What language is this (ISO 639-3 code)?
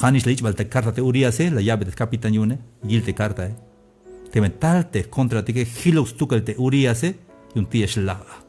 tzh